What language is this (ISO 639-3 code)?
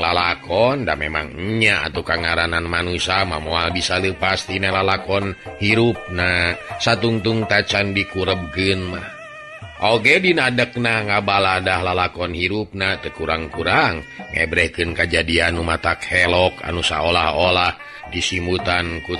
sun